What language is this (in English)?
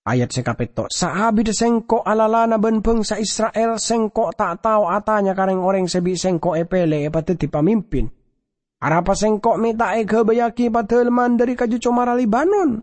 Madurese